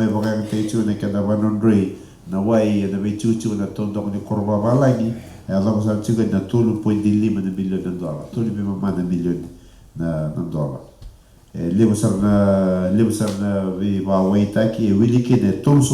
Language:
Fijian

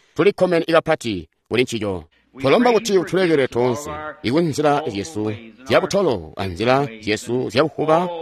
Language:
Tonga (Zambia)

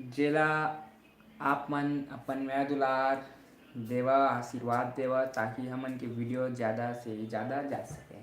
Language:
Chhattisgarhi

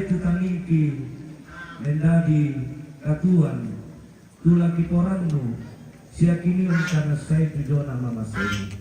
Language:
Toraja-Sa'dan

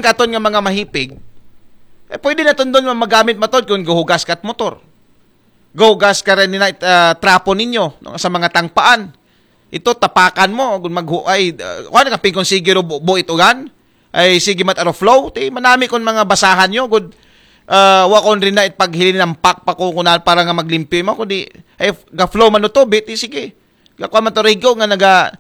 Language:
Aklanon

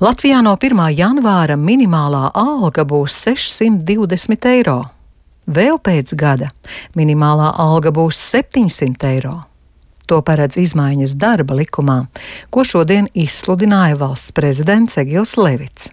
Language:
Latvian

